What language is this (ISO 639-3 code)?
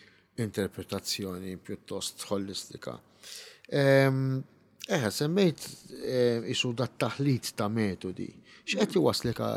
mlt